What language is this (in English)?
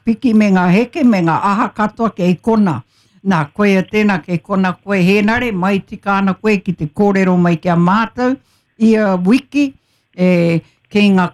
Māori